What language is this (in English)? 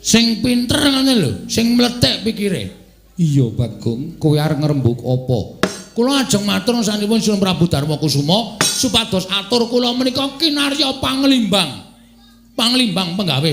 Javanese